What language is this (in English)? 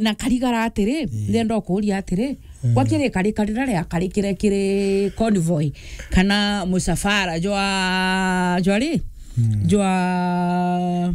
Meru